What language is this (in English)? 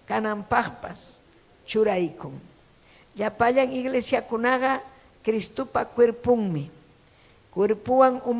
Ayacucho Quechua